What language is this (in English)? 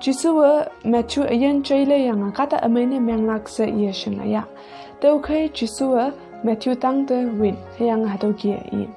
Konyak Naga